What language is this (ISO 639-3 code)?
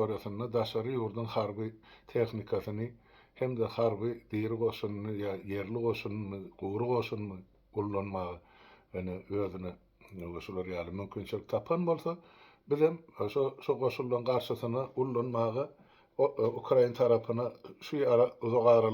tuk